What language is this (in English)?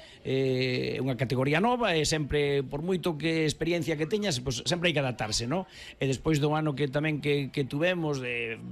Galician